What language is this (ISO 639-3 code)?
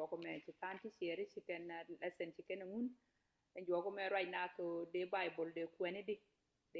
nus